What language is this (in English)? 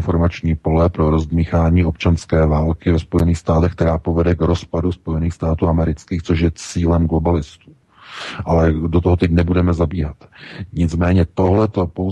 Czech